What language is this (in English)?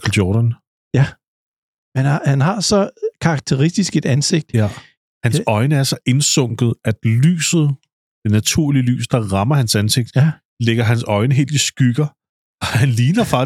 Danish